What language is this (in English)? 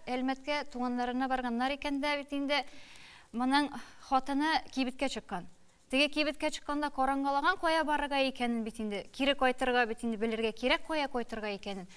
Tatar